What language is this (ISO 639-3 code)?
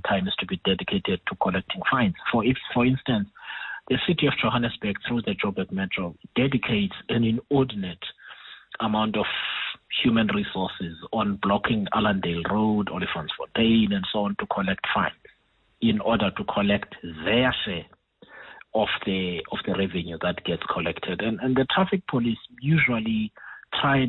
eng